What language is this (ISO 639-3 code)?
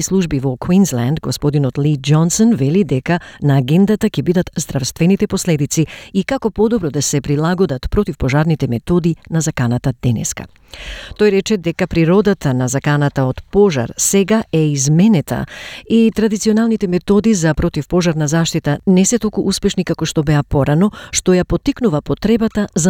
mkd